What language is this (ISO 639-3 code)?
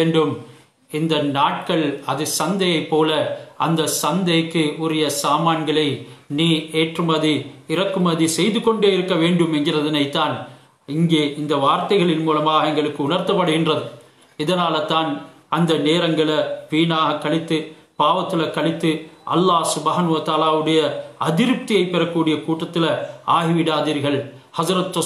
tam